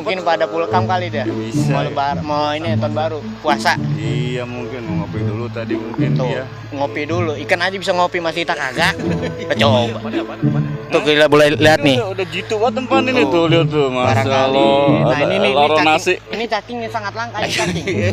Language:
Betawi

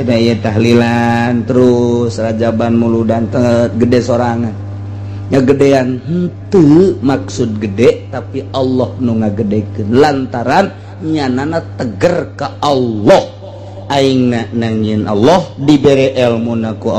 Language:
Sundanese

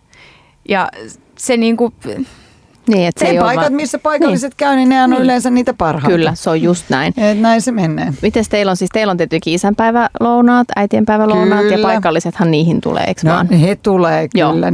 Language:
Finnish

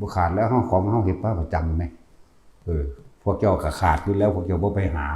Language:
Northeastern Thai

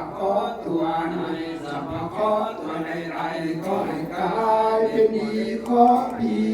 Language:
Lao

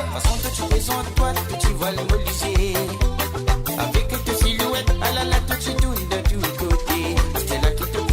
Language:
Morisyen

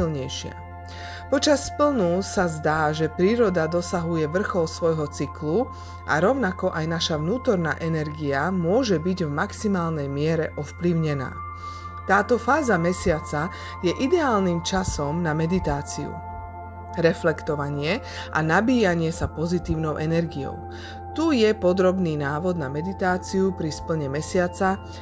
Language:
Slovak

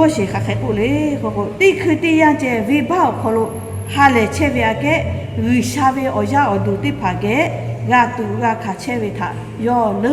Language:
Lahu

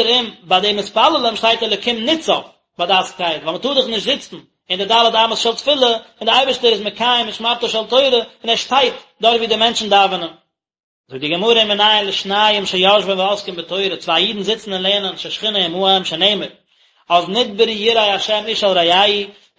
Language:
Yiddish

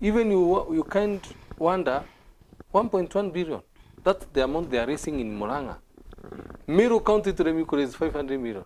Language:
Meru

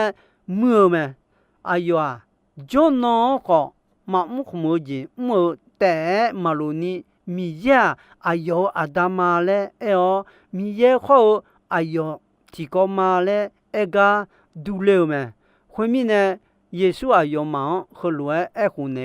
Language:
Akha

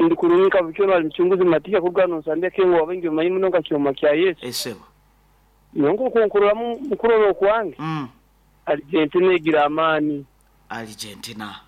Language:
Nyankole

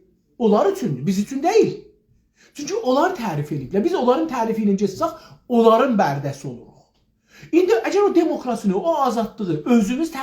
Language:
South Azerbaijani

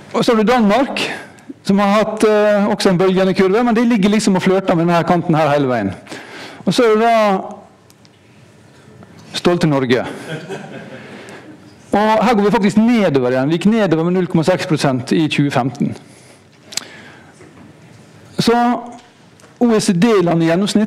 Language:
Norwegian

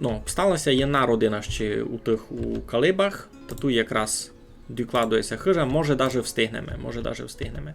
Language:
Rusyn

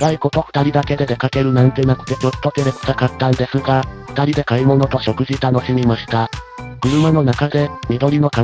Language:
Japanese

